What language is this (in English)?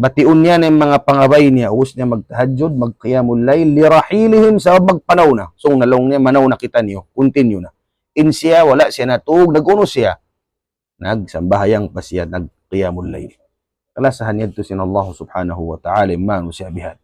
Tausug